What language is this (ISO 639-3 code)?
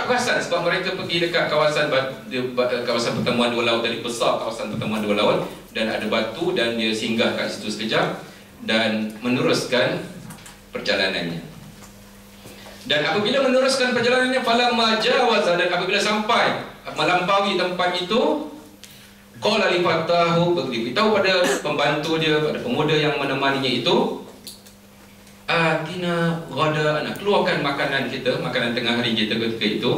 msa